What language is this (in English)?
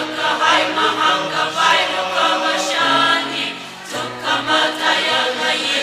Tangkhul Naga (India)